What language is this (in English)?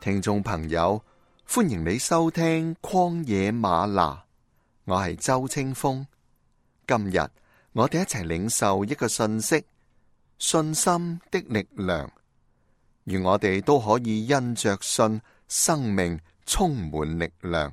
Cantonese